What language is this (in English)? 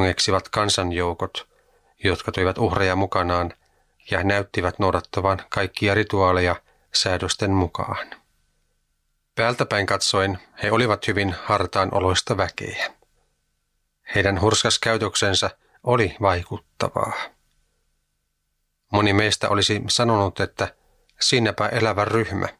Finnish